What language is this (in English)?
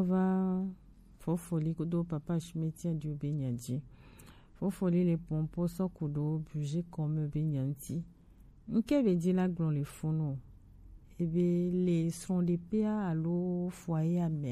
Gen